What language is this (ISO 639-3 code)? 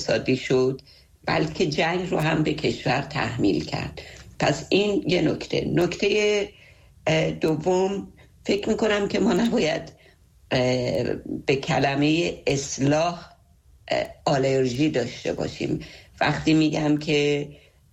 fas